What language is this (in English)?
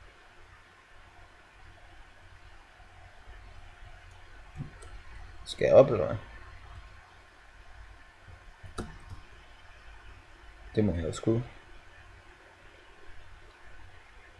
Danish